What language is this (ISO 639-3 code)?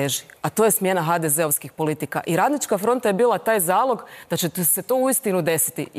hrv